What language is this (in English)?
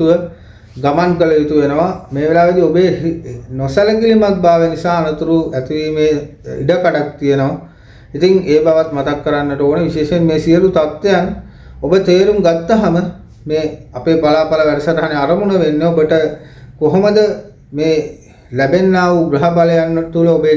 Sinhala